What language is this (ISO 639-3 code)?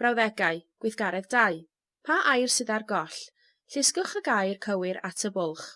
cym